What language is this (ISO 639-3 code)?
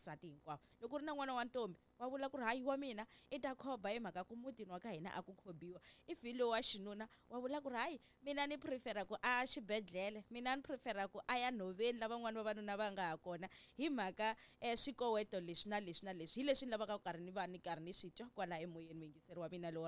tso